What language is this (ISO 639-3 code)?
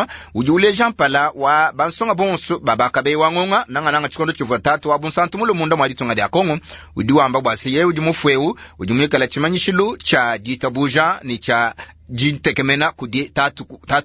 lua